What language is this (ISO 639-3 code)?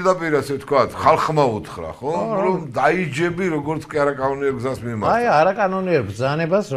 kat